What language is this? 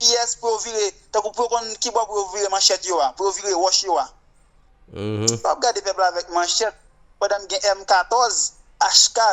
Haitian Creole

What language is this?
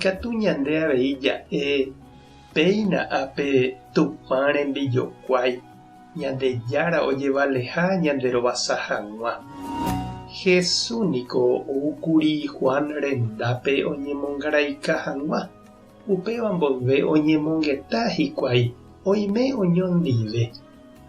Guarani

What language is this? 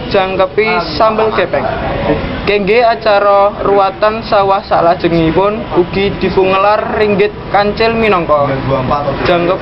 Javanese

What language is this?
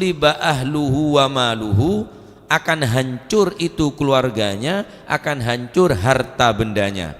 Madurese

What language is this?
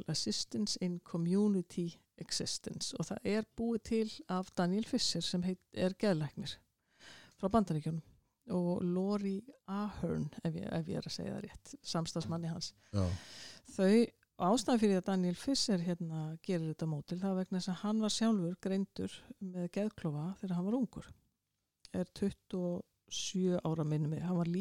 Icelandic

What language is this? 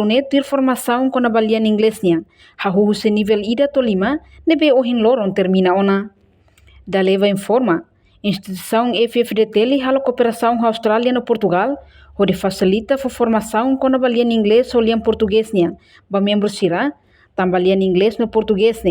Tetum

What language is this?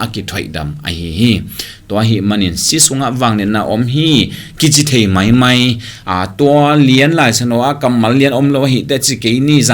Tedim Chin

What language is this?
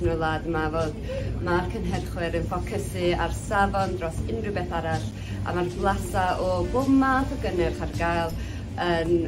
Welsh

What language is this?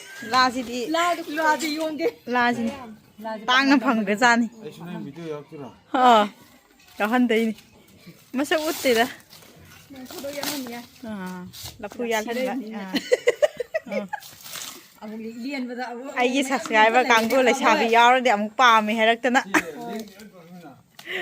Manipuri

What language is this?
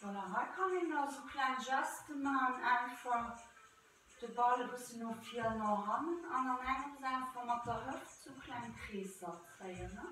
Luxembourgish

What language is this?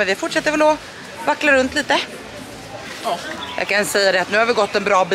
Swedish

